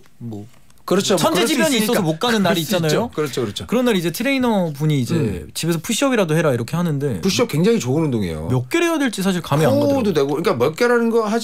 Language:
Korean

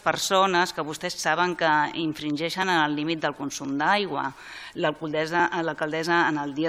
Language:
Catalan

